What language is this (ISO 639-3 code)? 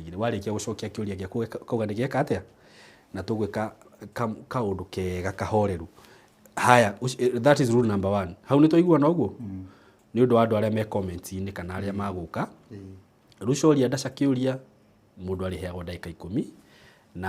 kik